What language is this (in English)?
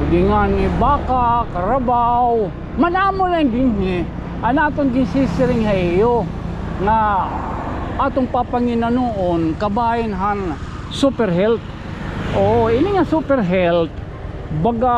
Waray